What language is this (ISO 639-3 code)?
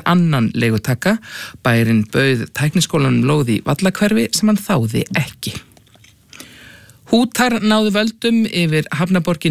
isl